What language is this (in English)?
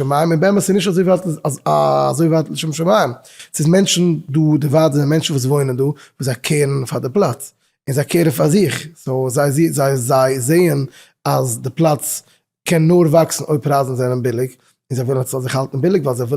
Yiddish